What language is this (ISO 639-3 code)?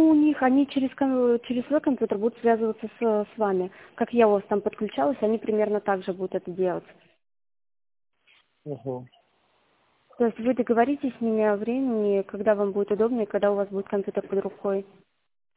rus